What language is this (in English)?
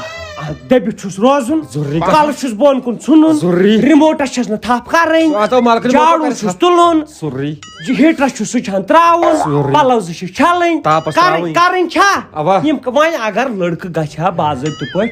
Kashmiri